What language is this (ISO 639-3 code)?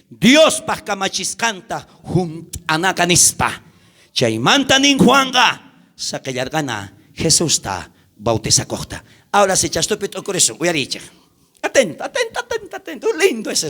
quh